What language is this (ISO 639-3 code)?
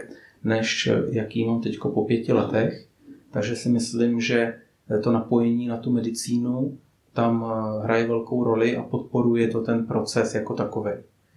ces